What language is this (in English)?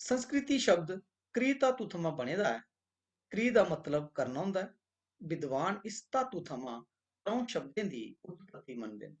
Dogri